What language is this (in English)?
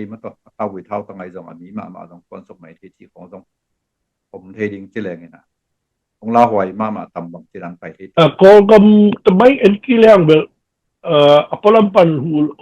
Tedim Chin